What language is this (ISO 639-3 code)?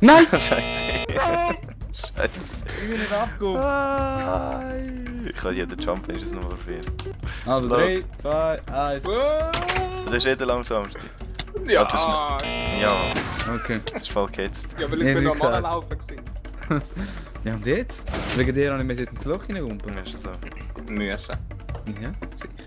gsw